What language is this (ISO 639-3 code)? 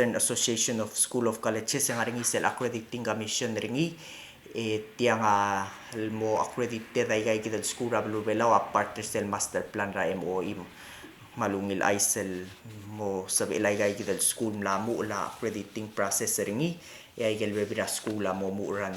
pau